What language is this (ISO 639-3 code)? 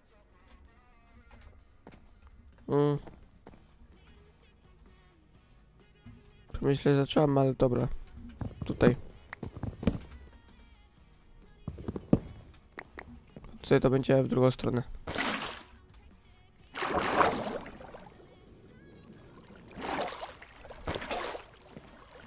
pol